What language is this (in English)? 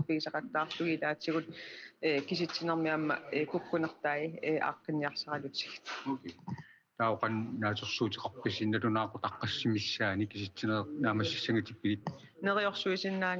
Kalaallisut